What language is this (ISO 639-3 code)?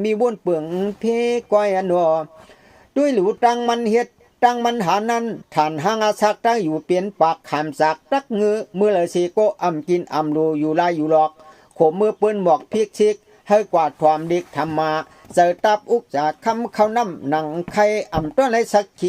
shn